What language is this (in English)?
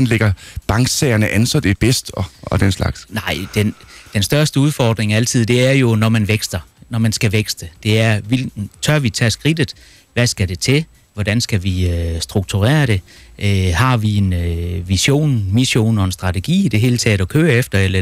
Danish